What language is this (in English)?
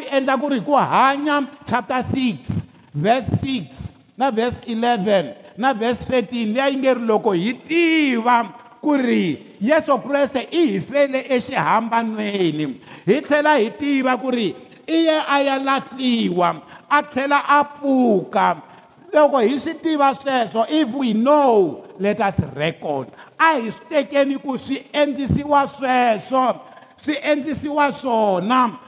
Tsonga